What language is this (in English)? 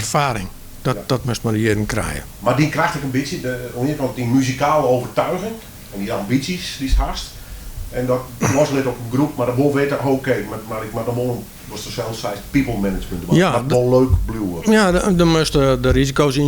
Western Frisian